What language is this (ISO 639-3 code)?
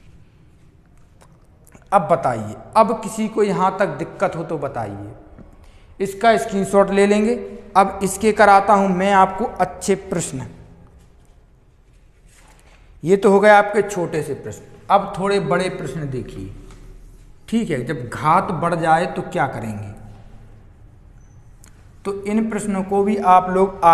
hin